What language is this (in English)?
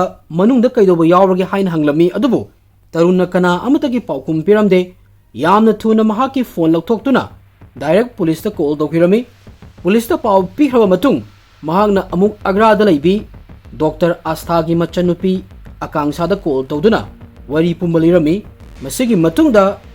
Manipuri